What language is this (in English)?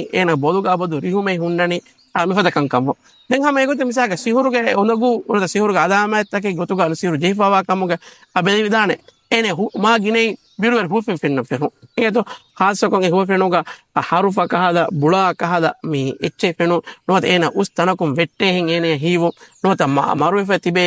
Divehi